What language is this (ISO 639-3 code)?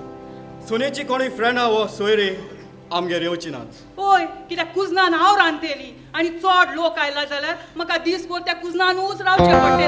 kok